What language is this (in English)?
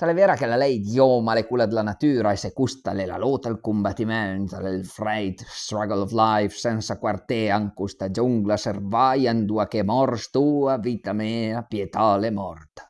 Piedmontese